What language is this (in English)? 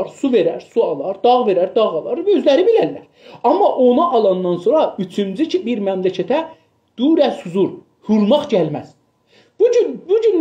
South Azerbaijani